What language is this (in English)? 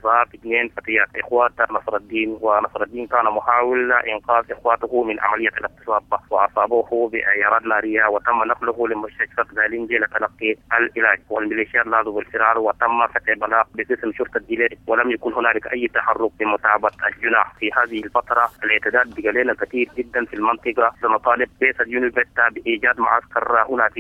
Sudanese Arabic